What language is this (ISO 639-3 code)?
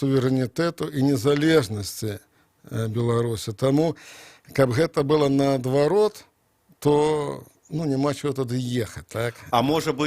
bel